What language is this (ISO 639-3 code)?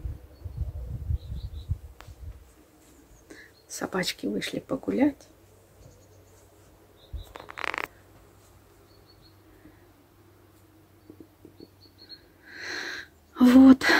rus